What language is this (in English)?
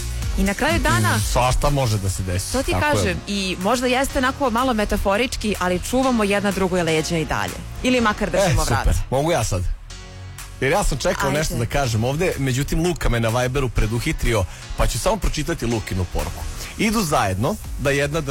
Serbian